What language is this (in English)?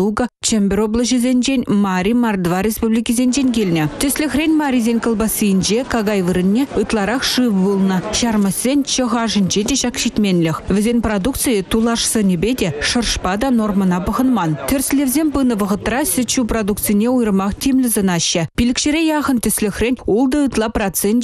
Chuvash